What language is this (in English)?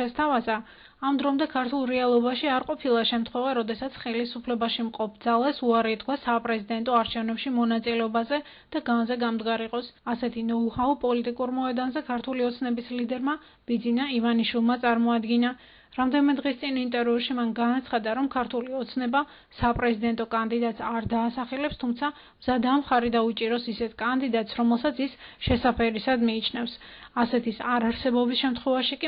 Georgian